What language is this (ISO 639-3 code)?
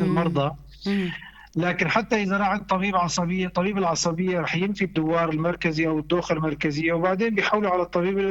apc